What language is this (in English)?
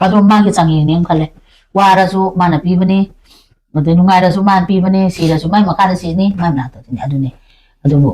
Manipuri